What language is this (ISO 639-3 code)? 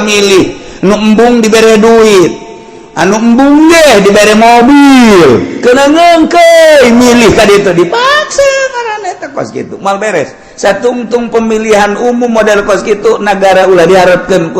sun